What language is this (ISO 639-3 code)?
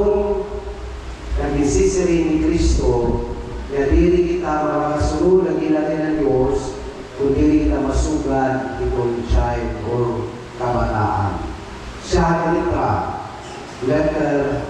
war